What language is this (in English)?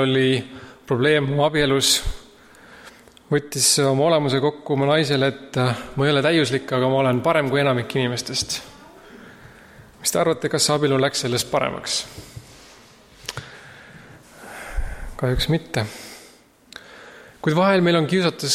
Estonian